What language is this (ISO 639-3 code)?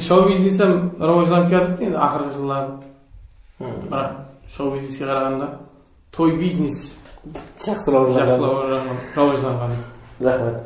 kaa